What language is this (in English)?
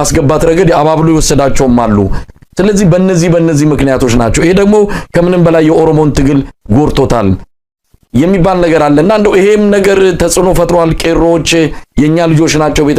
Amharic